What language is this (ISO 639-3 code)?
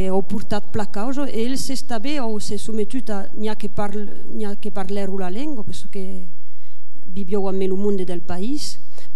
oci